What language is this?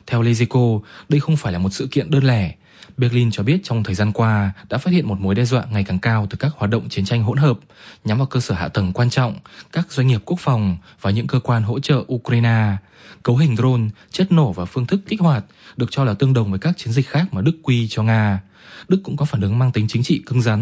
Vietnamese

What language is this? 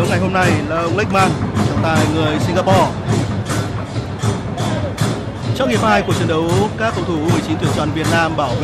Vietnamese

